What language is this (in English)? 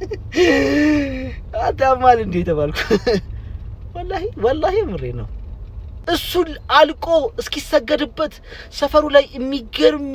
Amharic